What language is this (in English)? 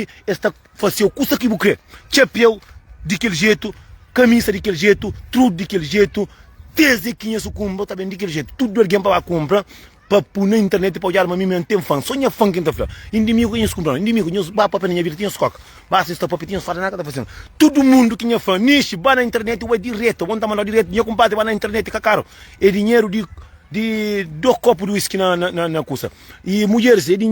Kabuverdianu